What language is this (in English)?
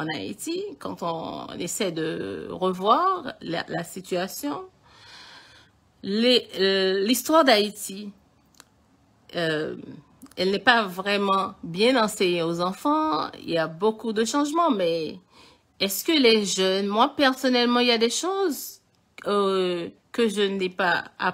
French